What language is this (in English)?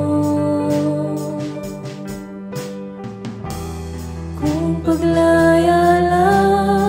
Filipino